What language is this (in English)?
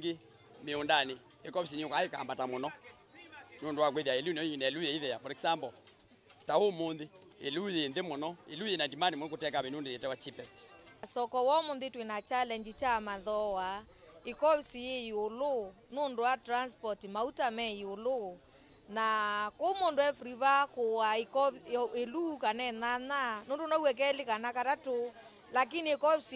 Kamba